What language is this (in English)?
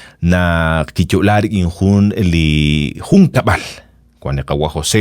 Kekchí